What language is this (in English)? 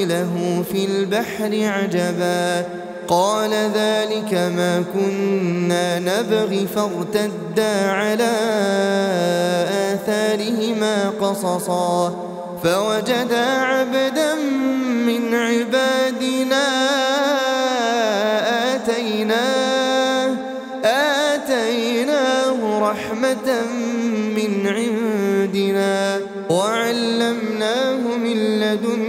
Arabic